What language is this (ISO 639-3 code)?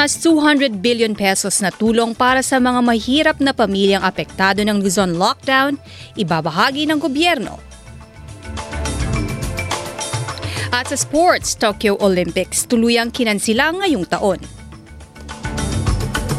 fil